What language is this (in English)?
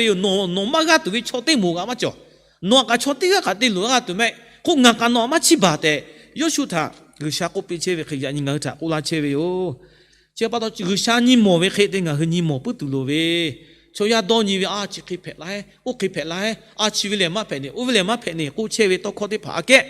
Lahu